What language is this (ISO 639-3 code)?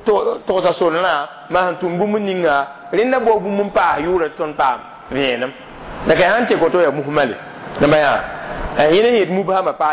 mos